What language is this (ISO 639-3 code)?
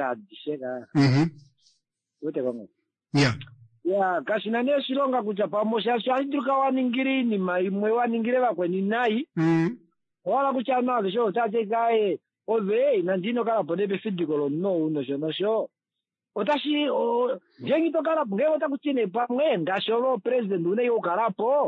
kua